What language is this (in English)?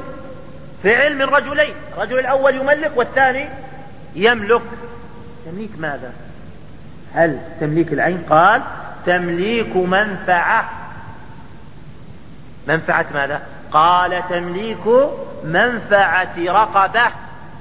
Arabic